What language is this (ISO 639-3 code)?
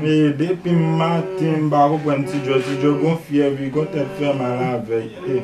hat